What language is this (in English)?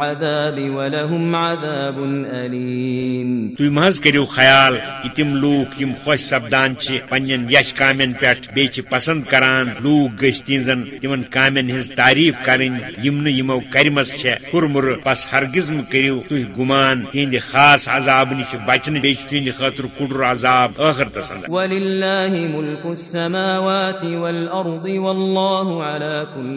Kashmiri